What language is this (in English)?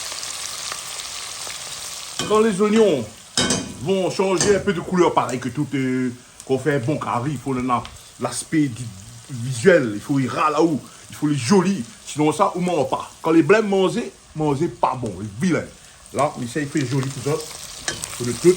Réunion Creole French